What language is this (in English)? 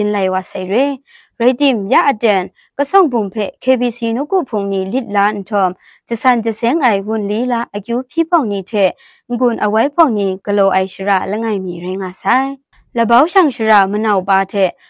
Kachin